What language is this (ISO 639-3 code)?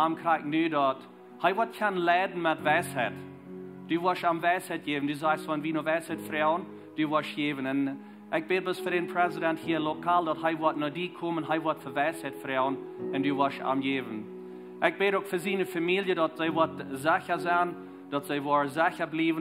pdt